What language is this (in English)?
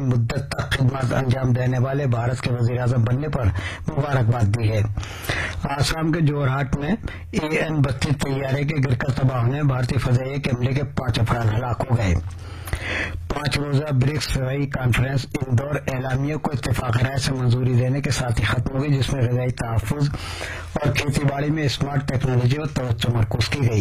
Urdu